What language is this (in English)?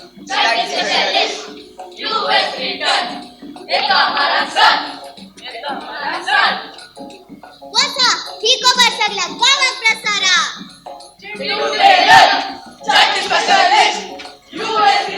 Konkani